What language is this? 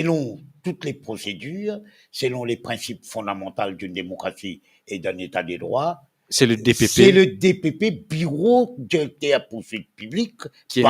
Morisyen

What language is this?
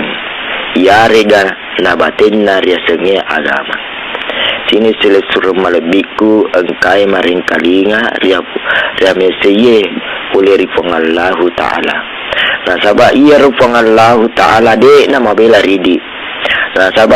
Buginese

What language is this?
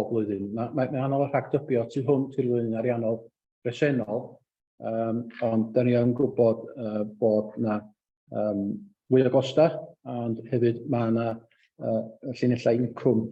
Welsh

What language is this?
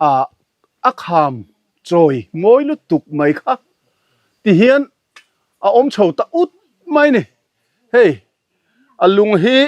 Mizo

